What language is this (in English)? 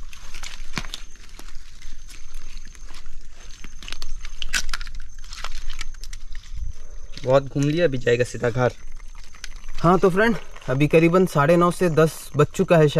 Hindi